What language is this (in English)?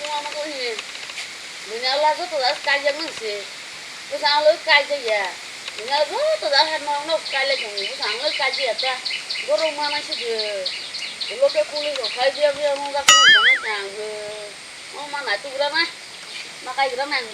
Kok Borok